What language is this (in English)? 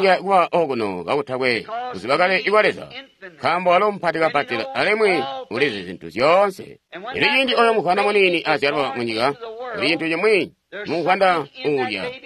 Tonga (Zambia)